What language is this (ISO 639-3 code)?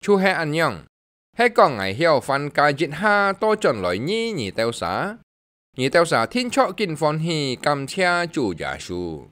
hak